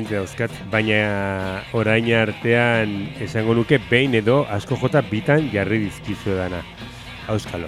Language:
Basque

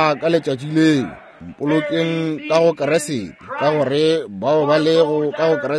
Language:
Northern Sotho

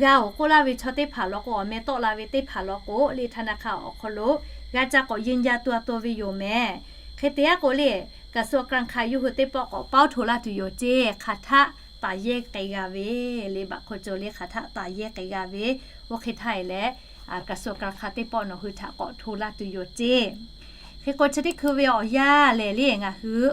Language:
Lahu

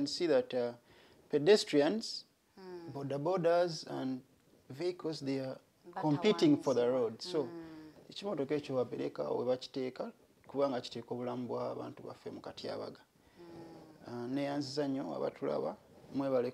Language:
Ganda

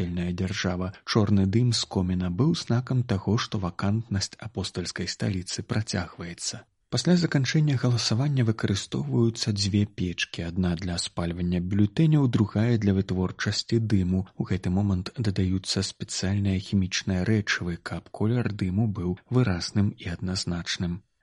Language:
Belarusian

